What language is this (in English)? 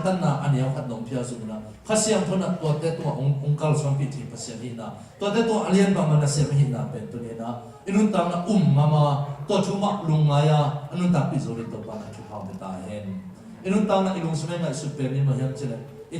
Tedim Chin